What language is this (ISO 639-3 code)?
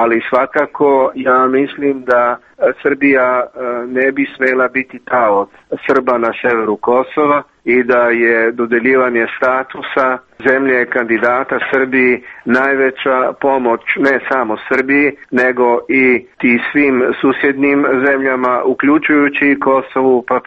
srp